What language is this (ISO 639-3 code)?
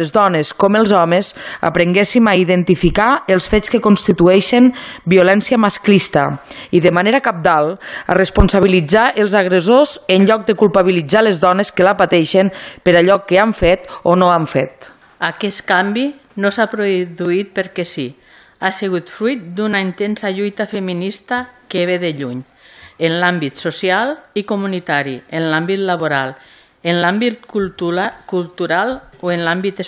cat